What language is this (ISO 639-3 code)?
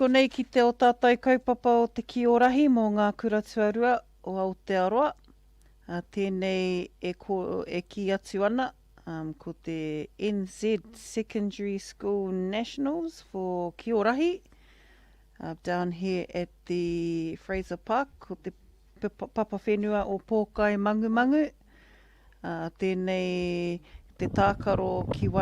mri